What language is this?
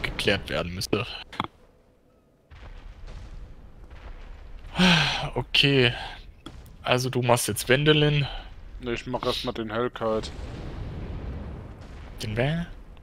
German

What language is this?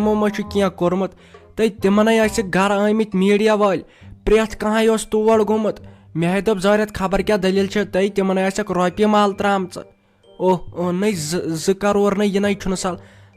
Kashmiri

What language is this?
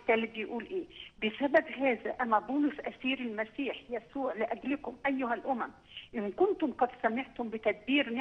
Egyptian Arabic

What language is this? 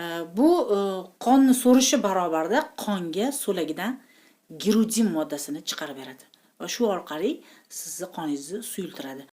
Uzbek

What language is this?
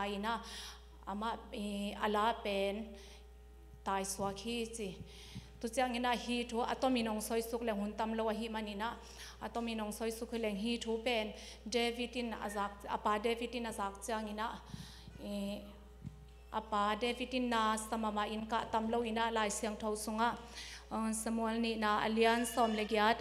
Tedim Chin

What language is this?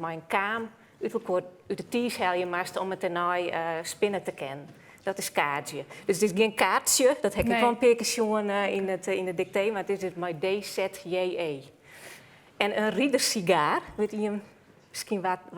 Western Frisian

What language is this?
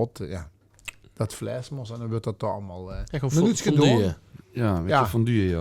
Limburgish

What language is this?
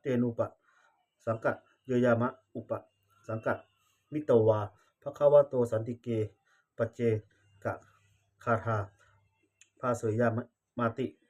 Pali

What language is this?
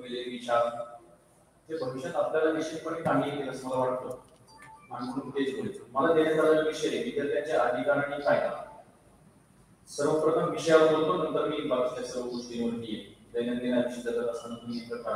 Marathi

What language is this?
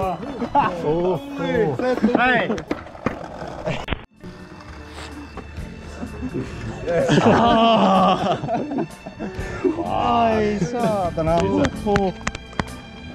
Finnish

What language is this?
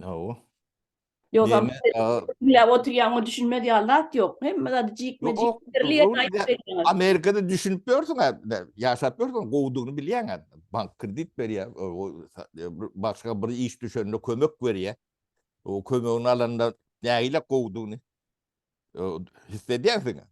Turkmen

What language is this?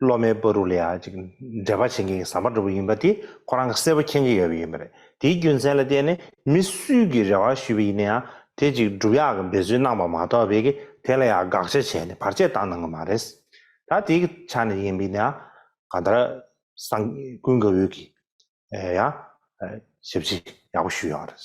Tibetan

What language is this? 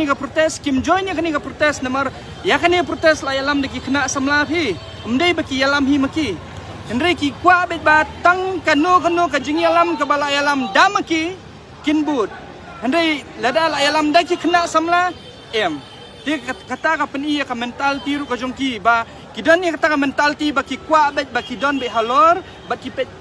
Khasi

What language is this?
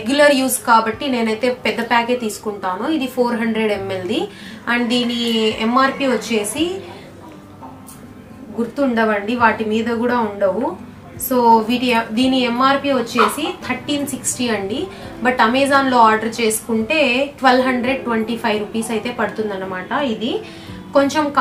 Telugu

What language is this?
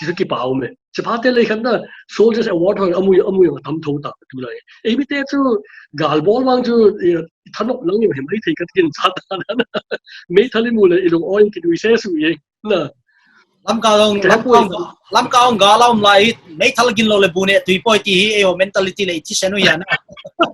Paite Chin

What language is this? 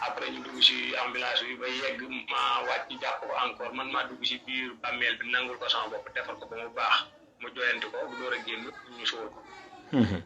Wolof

